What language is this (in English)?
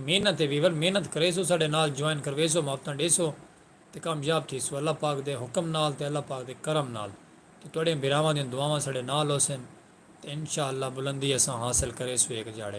Saraiki